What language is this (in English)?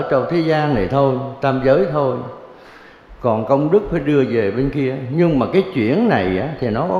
Vietnamese